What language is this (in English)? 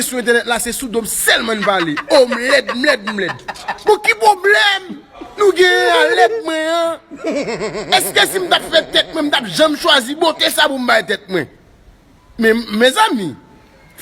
Haitian Creole